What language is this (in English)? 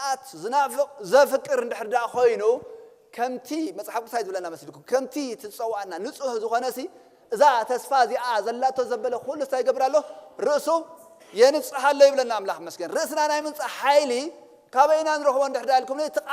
Tigrinya